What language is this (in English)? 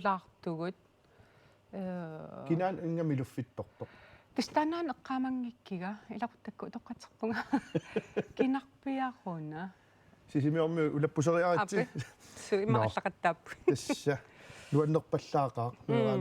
Kalaallisut